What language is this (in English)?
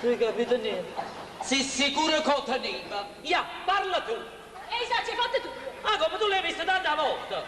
Neapolitan